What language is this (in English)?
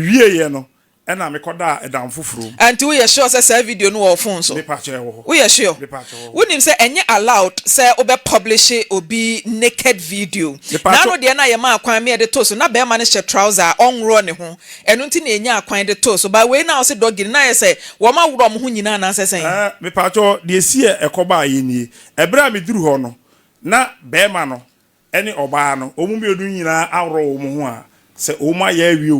Akan